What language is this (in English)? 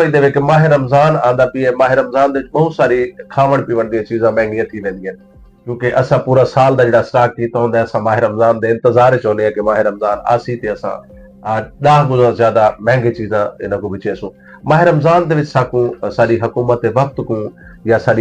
Saraiki